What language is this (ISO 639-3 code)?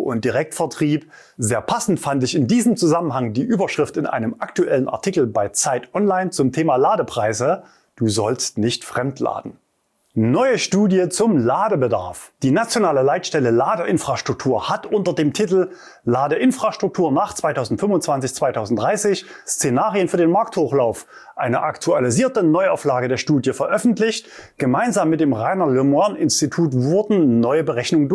deu